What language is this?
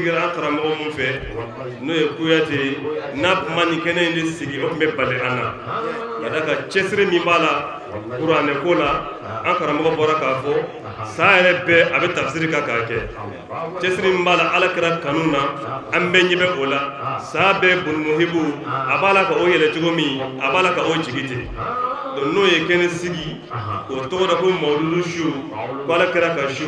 Bambara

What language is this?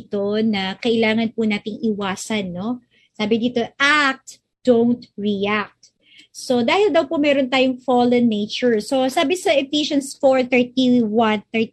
Filipino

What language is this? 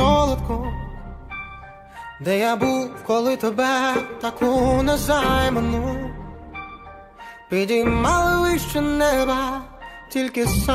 Ukrainian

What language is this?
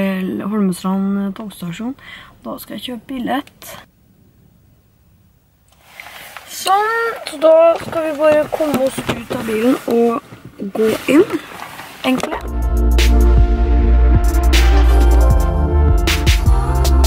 Norwegian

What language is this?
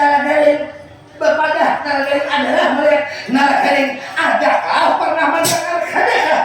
Banjar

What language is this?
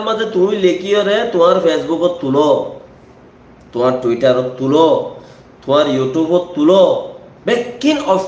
Rohingya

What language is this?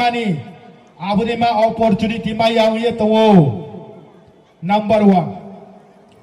Riang (India)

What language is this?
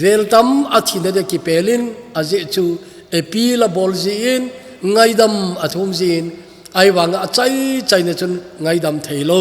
Thado Chin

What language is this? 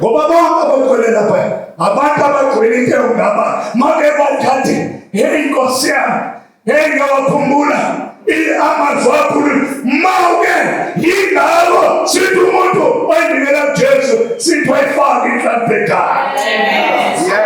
Zulu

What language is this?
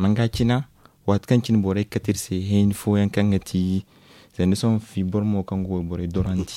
Zarma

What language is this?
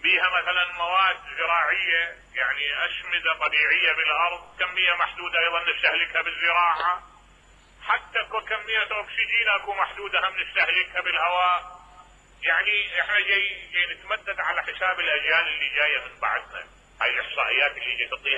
Mesopotamian Arabic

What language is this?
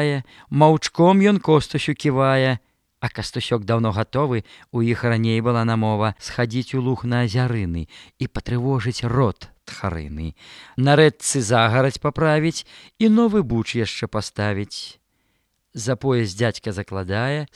Belarusian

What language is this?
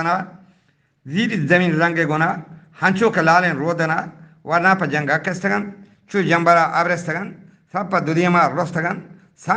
Eastern Balochi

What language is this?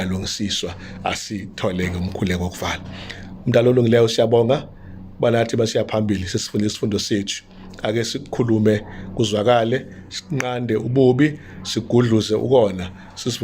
Zulu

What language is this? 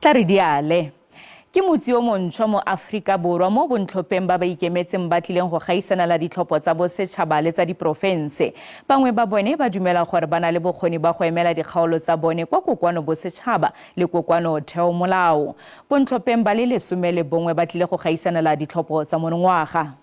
Tswana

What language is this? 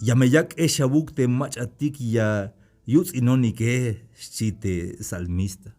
Tzeltal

